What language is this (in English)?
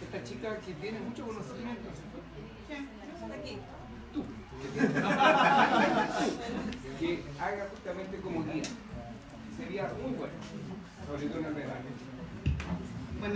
Spanish